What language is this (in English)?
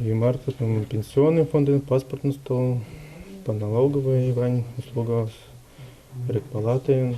Udmurt